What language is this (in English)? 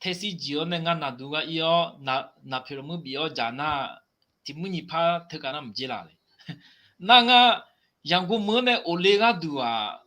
Akha